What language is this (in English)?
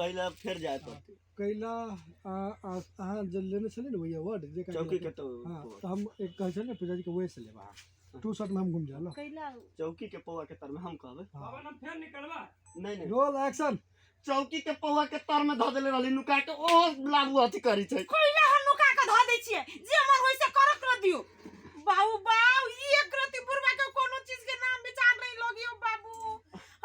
Maithili